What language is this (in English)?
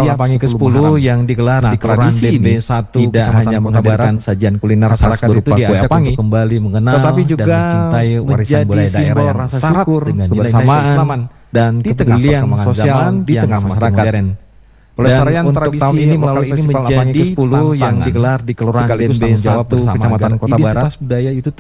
Indonesian